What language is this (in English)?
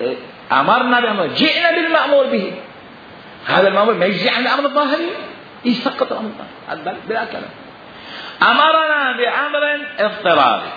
Mesopotamian Arabic